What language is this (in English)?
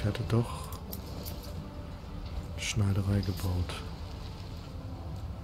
German